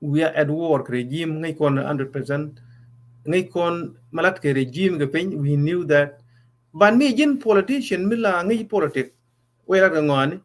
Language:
Nuer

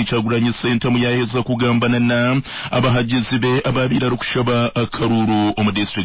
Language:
Nyankole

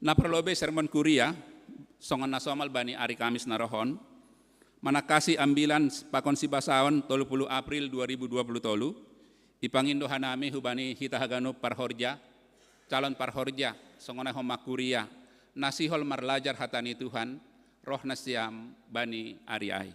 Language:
Batak Simalungun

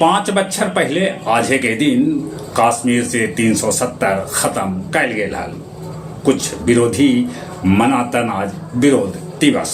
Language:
Magahi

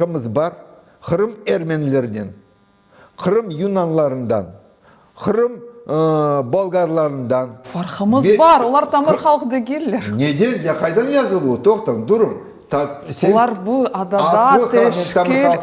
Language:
Crimean Tatar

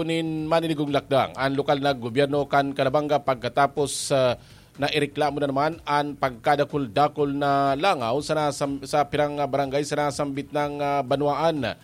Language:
Bikol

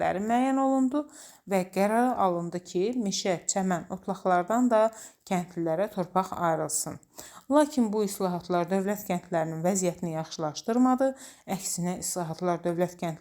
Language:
Azerbaijani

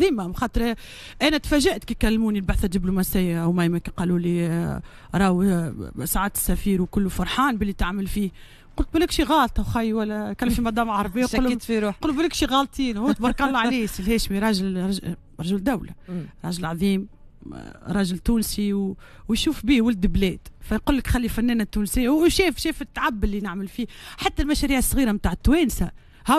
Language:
Tunisian Arabic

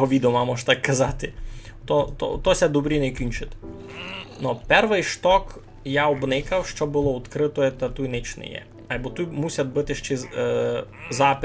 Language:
Rusyn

